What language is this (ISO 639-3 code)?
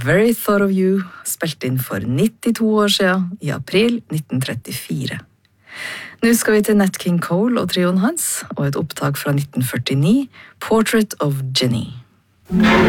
nor